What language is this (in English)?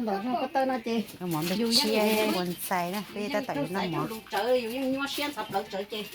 Hmong